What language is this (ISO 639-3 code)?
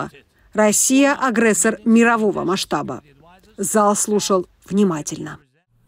rus